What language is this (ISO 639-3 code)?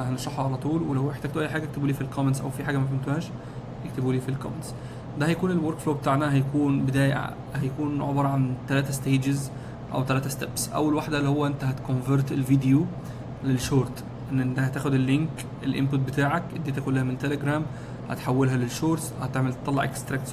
arz